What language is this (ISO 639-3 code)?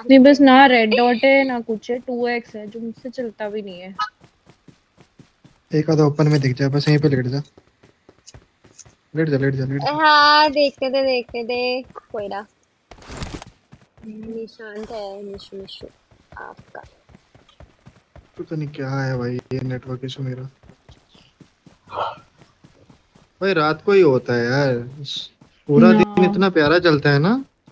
hin